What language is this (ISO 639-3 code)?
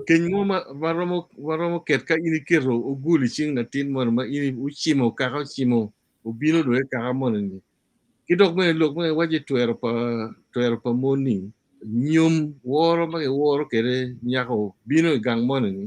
ach